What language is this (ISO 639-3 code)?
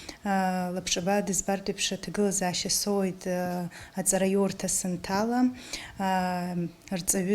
abk